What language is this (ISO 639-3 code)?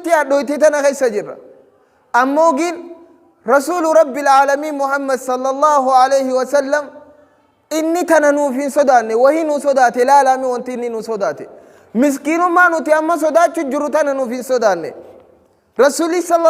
orm